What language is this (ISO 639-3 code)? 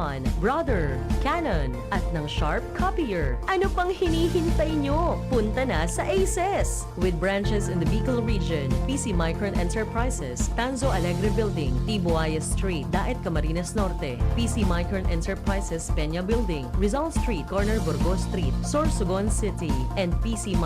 bik